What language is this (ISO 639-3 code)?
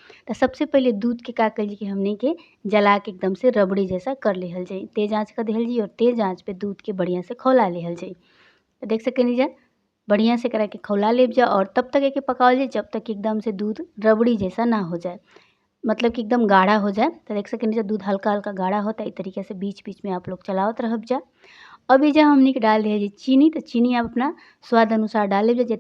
bho